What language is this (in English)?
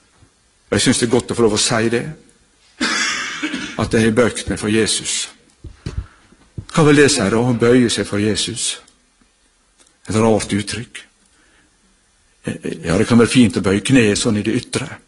Norwegian